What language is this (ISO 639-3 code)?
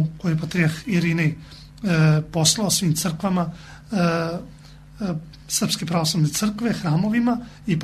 srp